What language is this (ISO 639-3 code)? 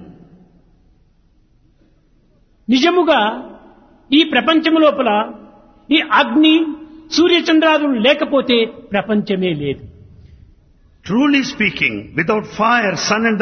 tel